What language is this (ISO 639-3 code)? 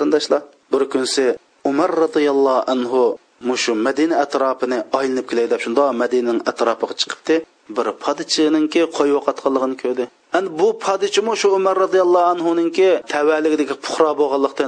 uig